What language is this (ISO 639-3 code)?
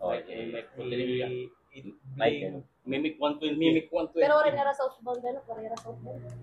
war